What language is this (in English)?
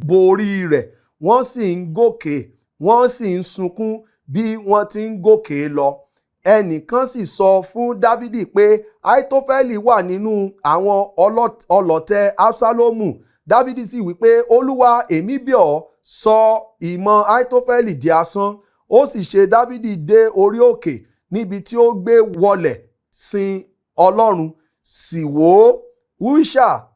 Yoruba